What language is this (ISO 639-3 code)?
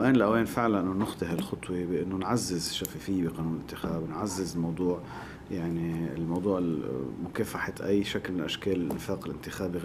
apc